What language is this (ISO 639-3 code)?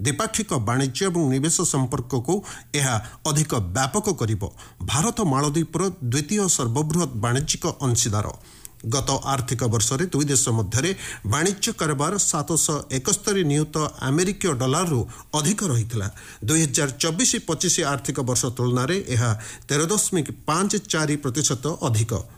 ori